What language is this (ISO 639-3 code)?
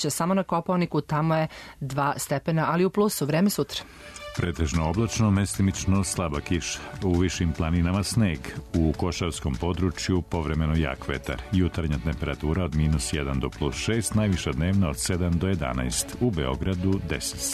srp